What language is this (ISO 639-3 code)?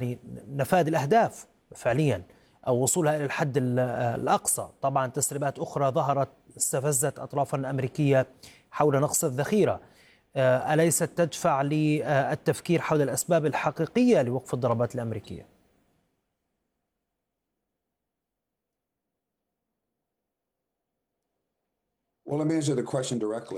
ara